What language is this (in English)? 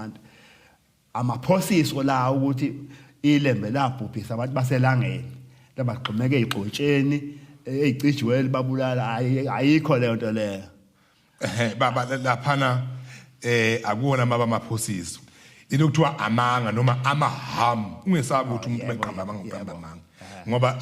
Zulu